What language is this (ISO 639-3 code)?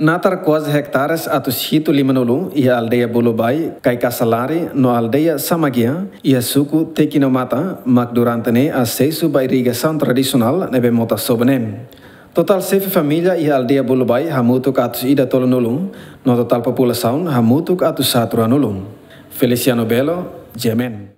tet